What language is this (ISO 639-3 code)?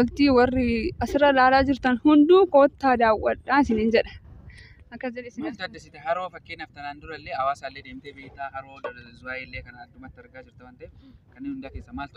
orm